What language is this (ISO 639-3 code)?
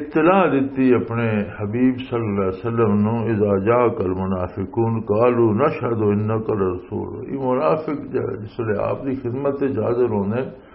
lah